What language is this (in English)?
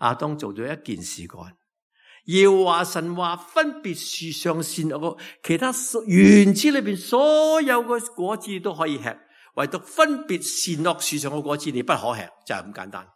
Cantonese